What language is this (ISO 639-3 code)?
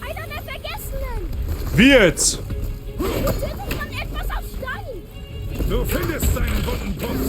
bar